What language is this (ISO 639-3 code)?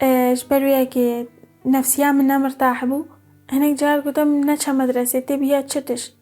kur